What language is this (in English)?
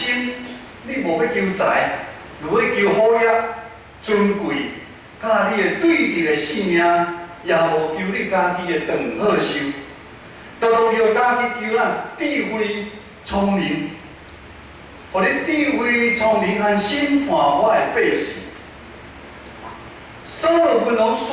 Min Nan Chinese